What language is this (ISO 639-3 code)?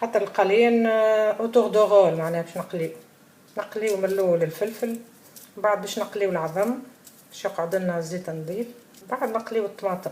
aeb